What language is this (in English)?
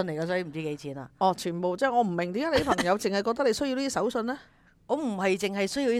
Cantonese